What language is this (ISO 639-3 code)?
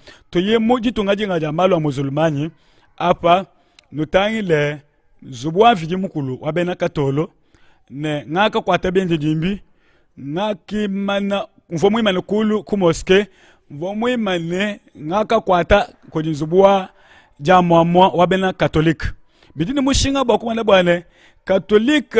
lua